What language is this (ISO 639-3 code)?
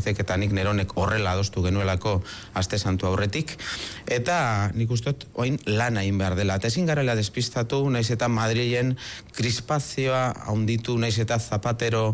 eus